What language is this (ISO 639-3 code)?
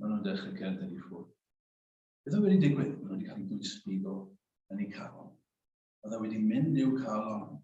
cym